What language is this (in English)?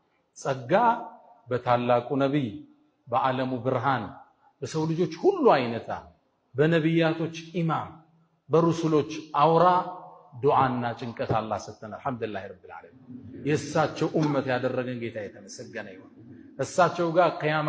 Amharic